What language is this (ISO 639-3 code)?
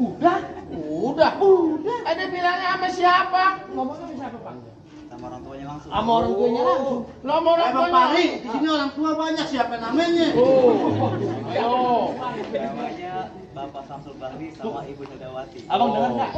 bew